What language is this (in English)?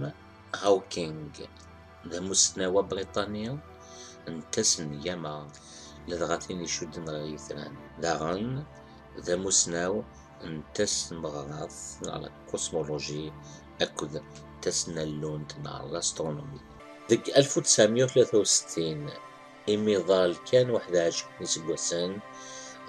Kabyle